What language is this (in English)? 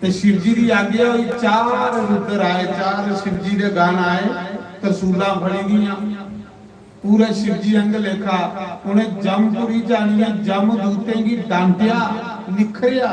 Dogri